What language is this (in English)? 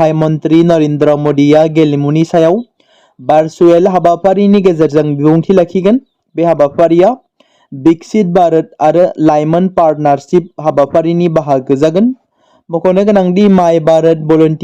Bodo